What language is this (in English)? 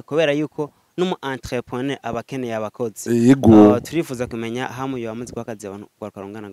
Rundi